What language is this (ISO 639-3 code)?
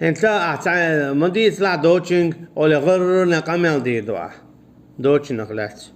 che